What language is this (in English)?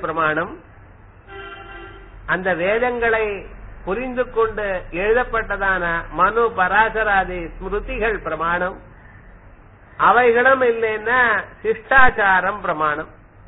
Tamil